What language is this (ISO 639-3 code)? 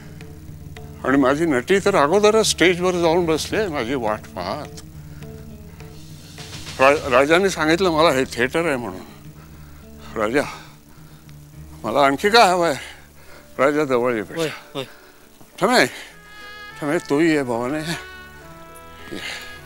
mar